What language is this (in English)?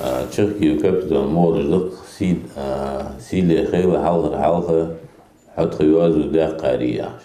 Ingush